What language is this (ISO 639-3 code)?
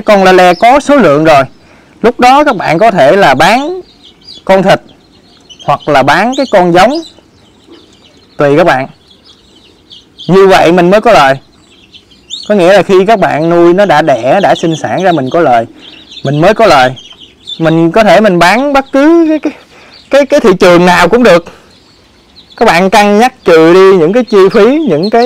vie